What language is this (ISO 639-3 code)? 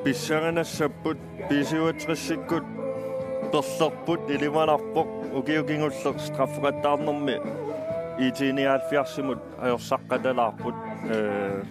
kal